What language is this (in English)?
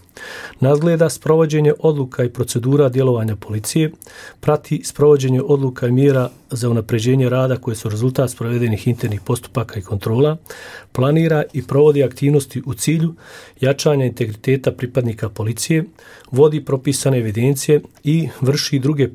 Bosnian